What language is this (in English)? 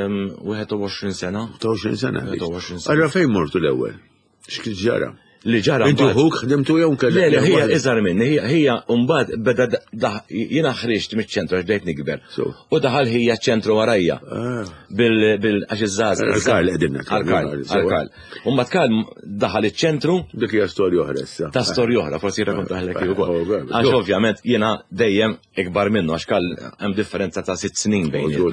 Maltese